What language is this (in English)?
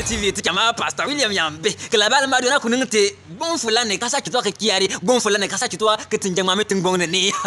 Bimoba